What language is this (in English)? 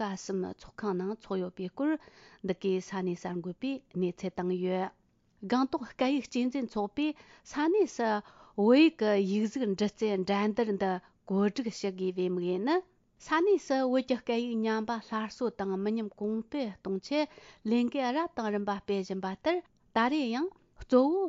Tibetan